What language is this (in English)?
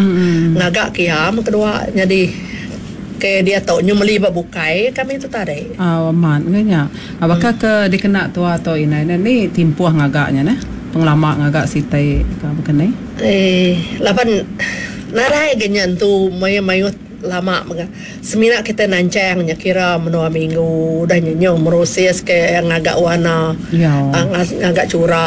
Iban